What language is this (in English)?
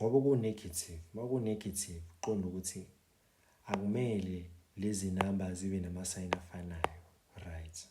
Zulu